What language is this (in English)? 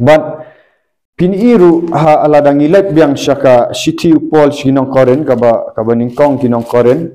Khasi